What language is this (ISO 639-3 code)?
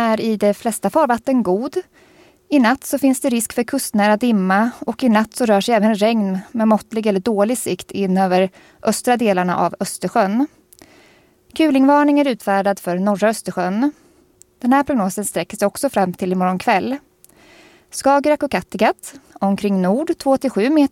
swe